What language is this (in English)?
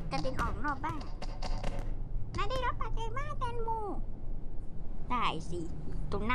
Thai